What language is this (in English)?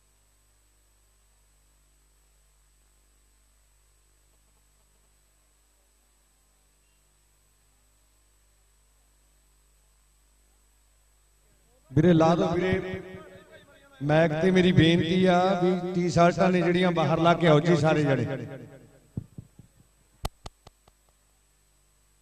Punjabi